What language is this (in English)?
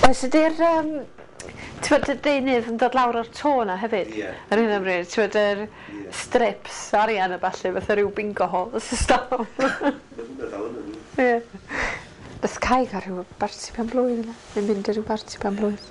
Welsh